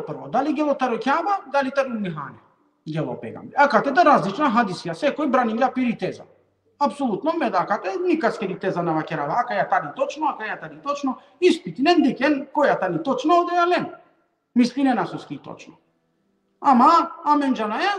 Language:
Balkan Romani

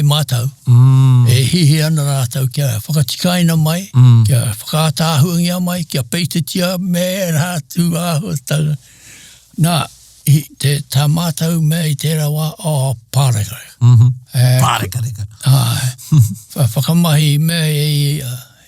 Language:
Māori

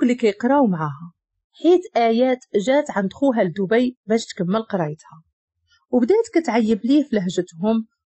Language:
Moroccan Arabic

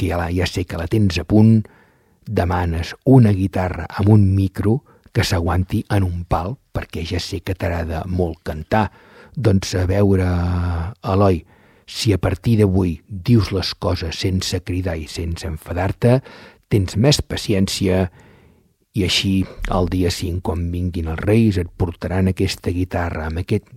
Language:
Catalan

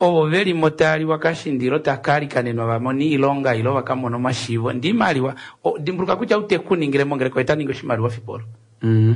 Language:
Kuanyama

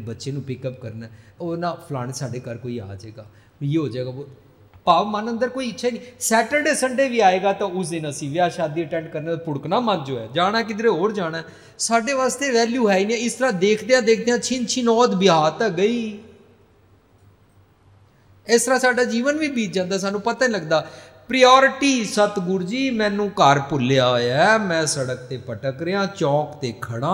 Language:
Punjabi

